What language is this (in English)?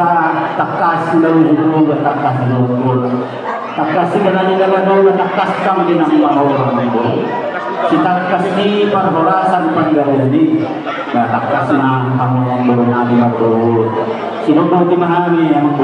Batak Toba